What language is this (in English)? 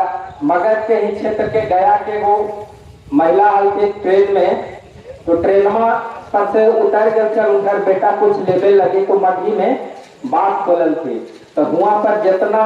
Magahi